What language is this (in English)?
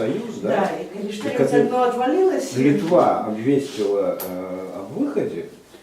Belarusian